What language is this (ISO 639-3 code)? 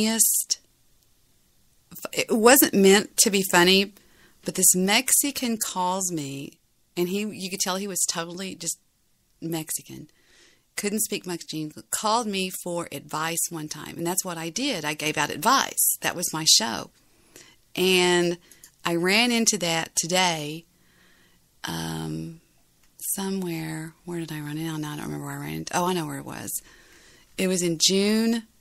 eng